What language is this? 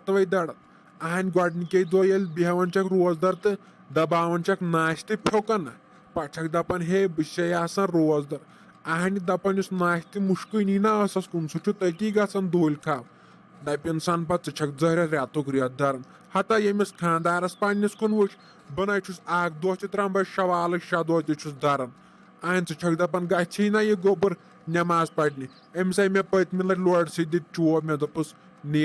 Kashmiri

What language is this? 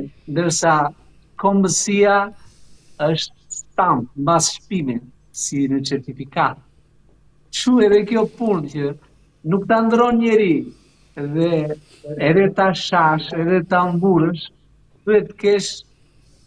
Albanian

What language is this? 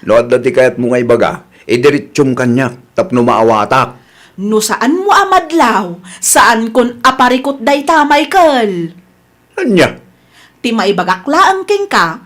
Iloko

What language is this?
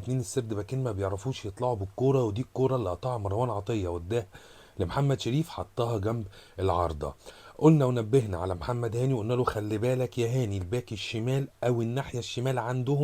Egyptian Arabic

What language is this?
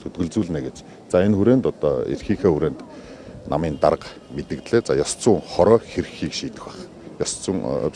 Mongolian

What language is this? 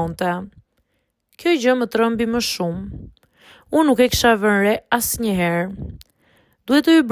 Albanian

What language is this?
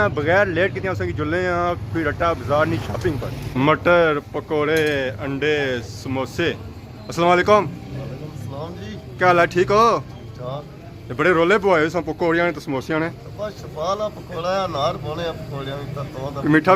Pahari-Potwari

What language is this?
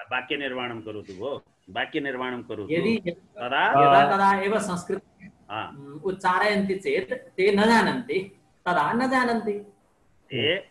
Sanskrit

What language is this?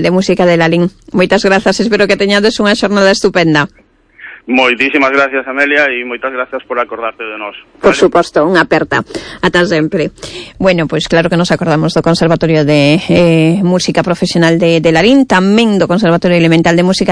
Galician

